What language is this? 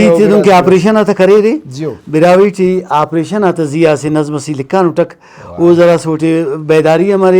Brahui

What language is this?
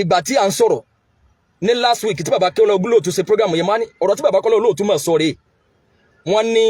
Yoruba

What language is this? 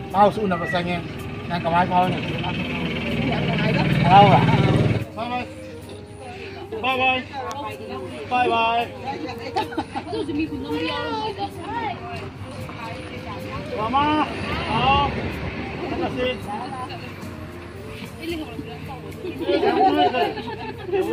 Manipuri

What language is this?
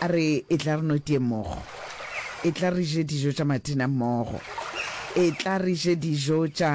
Northern Sotho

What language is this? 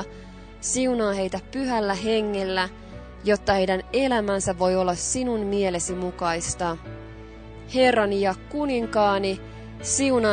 Finnish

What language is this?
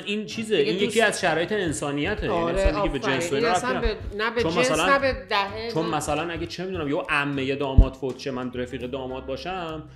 Persian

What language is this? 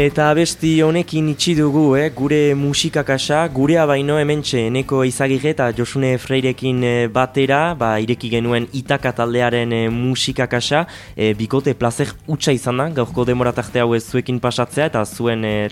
Basque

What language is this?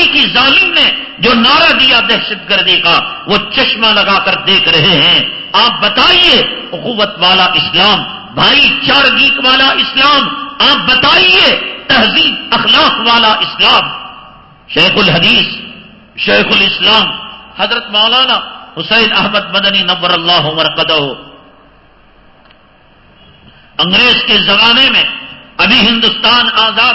Urdu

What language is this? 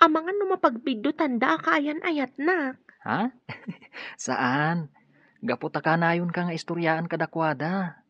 Iloko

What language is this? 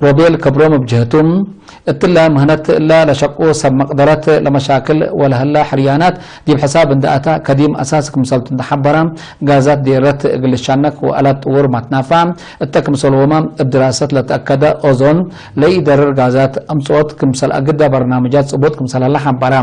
Tigre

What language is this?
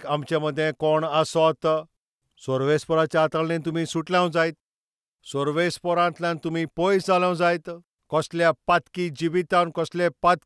Konkani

